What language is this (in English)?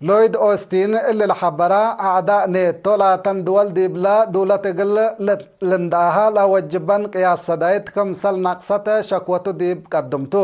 Tigre